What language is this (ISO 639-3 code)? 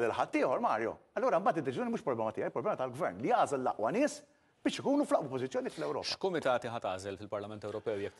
mlt